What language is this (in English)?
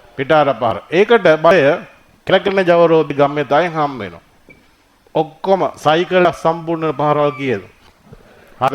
Sinhala